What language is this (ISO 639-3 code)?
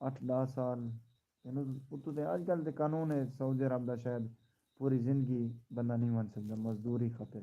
skr